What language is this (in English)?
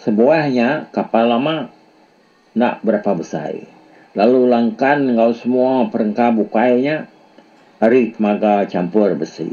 Iban